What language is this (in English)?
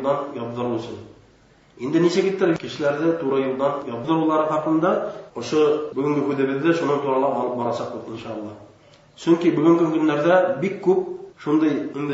Bashkir